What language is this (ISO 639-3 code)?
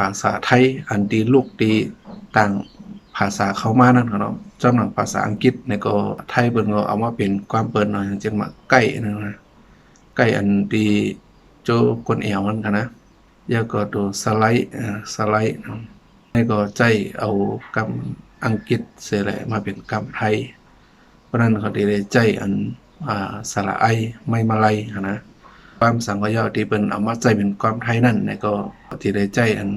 shn